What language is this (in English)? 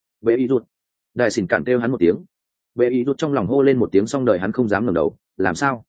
Vietnamese